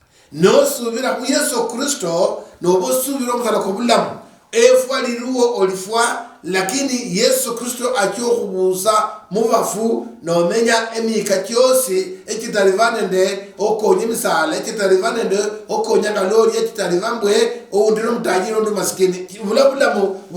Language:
Luyia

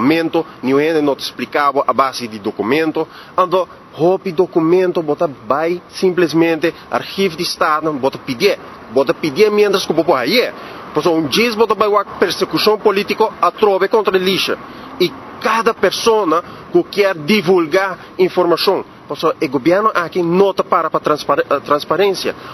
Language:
Papiamento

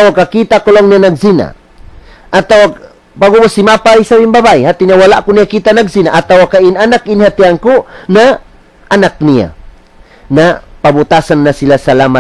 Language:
Tausug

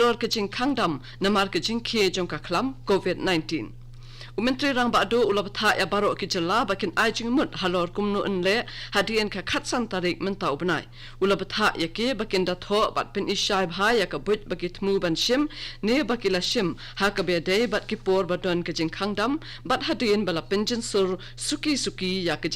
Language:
Khasi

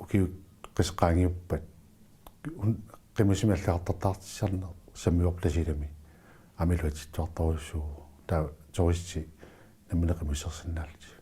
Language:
Kalaallisut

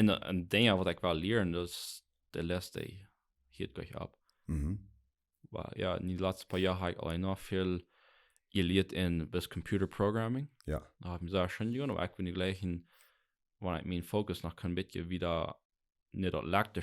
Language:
Plautdietsch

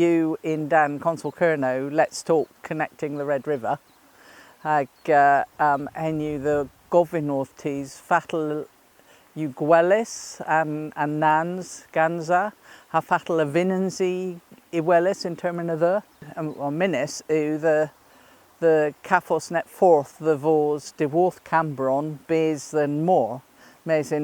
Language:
Cornish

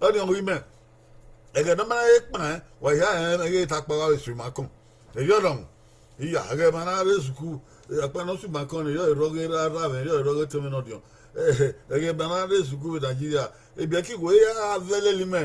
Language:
Bini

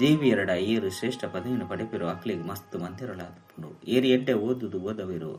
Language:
Tulu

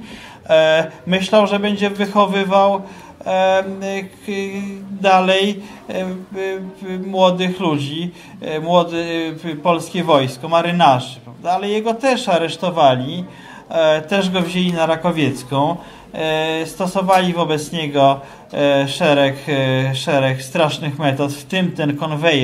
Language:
Polish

